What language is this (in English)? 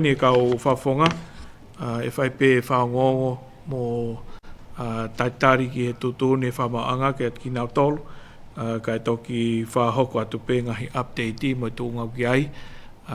Tongan